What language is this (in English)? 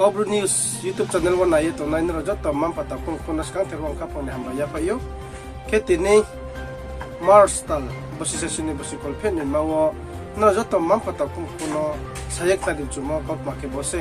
Riang (India)